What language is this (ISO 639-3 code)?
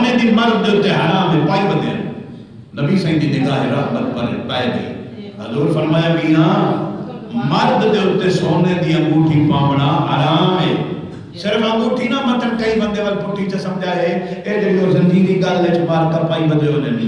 skr